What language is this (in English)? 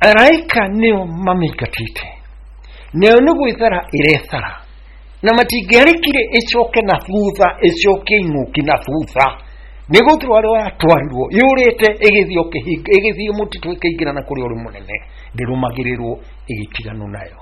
Kikuyu